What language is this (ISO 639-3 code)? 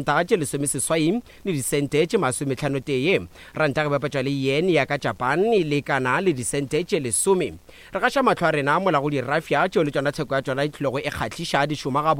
nso